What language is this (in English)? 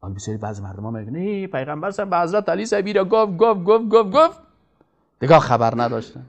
Persian